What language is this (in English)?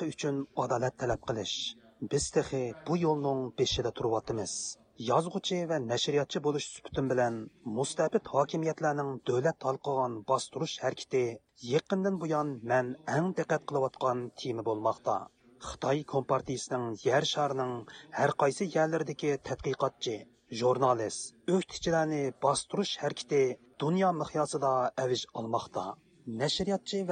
Uyghur